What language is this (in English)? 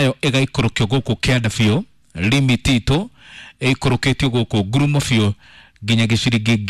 Kikuyu